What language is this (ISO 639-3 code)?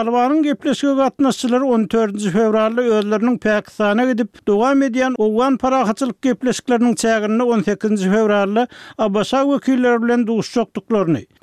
tuk